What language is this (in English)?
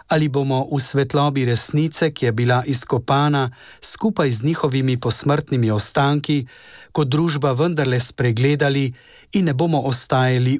Slovenian